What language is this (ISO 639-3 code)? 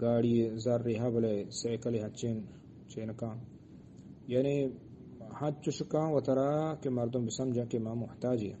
bgp